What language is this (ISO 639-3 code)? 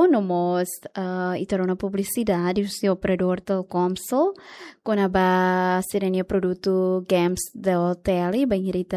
tet